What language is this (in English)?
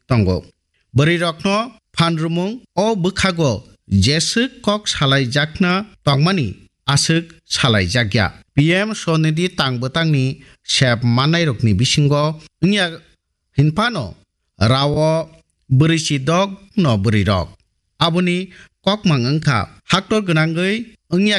Kok Borok